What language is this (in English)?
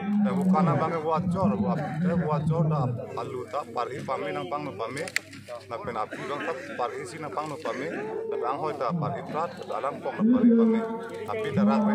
Karbi